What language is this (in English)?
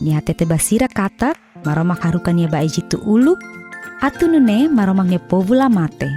Tetum